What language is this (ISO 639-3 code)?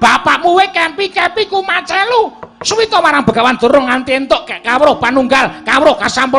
jav